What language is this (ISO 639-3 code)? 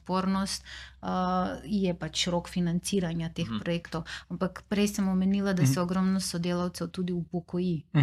slv